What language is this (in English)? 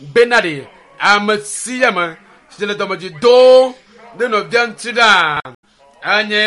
Ewe